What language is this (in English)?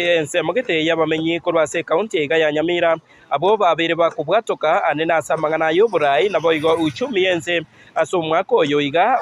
Gusii